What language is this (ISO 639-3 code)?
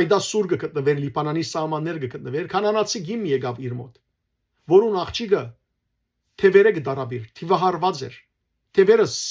hyw